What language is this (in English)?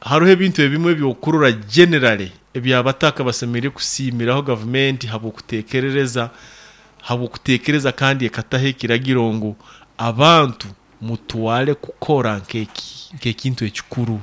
Nyoro